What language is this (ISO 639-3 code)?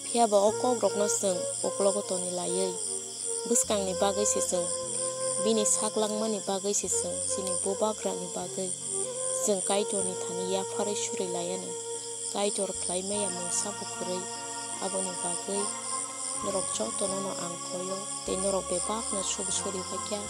trp